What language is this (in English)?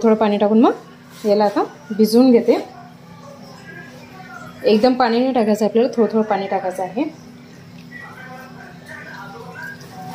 Marathi